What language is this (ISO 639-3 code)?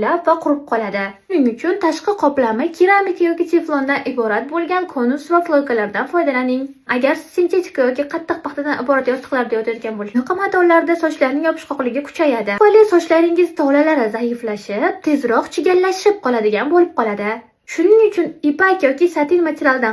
uzb